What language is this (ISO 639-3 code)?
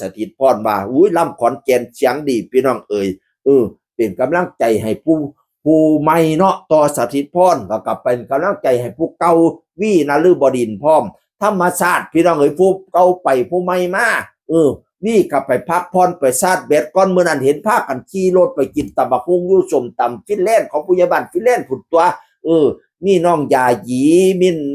tts